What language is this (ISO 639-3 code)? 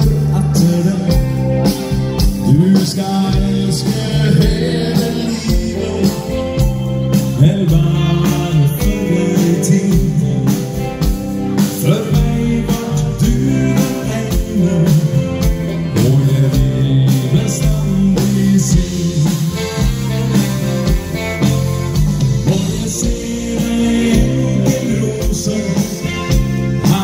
nor